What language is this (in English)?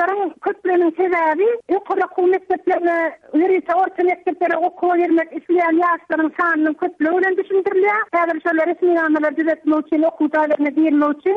Turkmen